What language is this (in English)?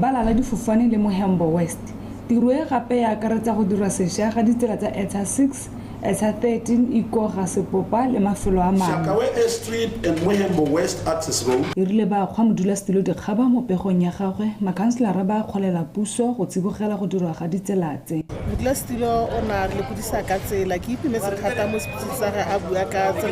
Tswana